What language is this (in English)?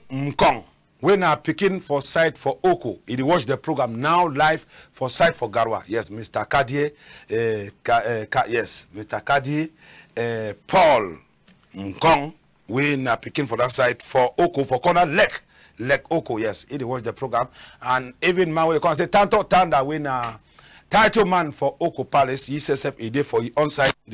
Cameroon Pidgin